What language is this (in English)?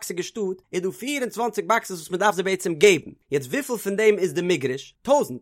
Yiddish